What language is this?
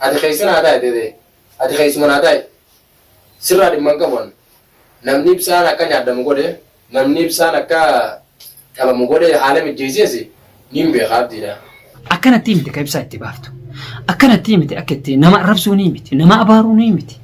Oromo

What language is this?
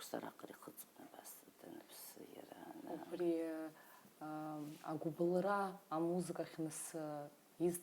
Abkhazian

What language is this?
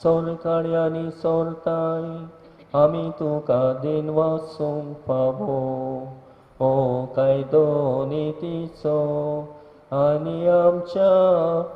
Konkani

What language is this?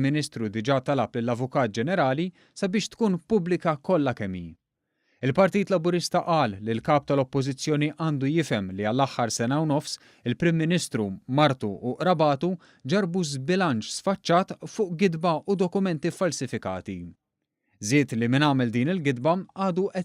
Maltese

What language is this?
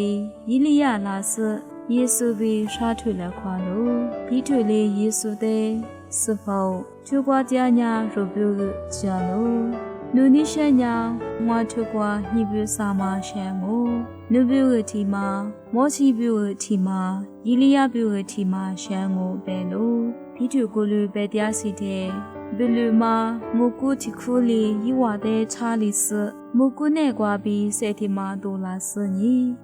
Lisu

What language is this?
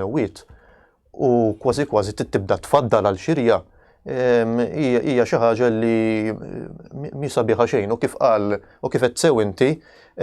Maltese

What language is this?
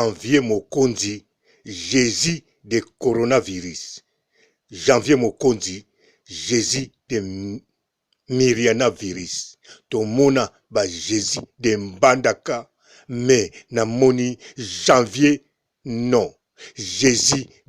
Lingala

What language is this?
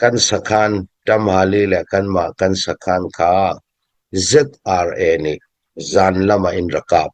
Hakha Chin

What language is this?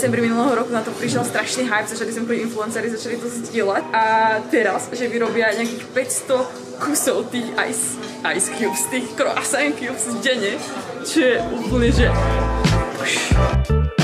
Slovak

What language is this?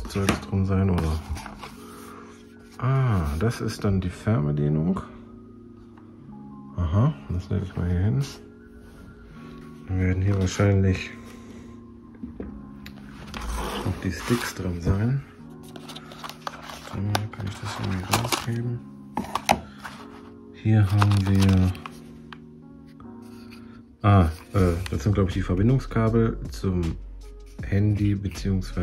German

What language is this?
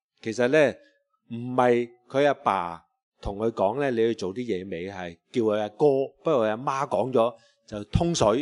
Cantonese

